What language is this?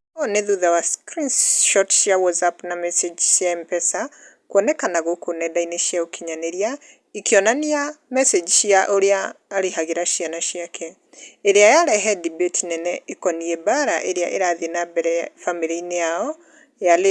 Kikuyu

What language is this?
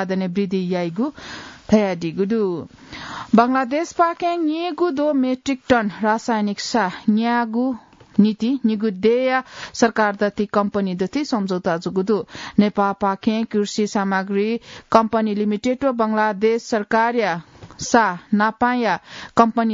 Newari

